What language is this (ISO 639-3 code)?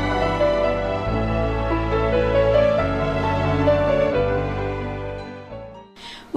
bak